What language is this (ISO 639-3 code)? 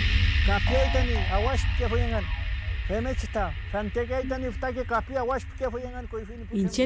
arn